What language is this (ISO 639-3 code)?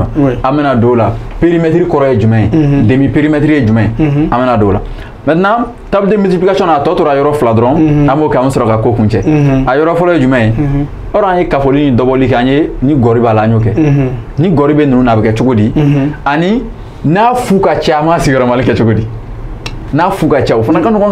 bam